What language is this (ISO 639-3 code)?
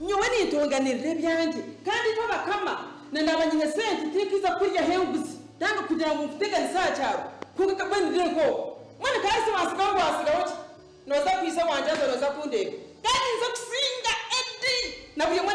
nyn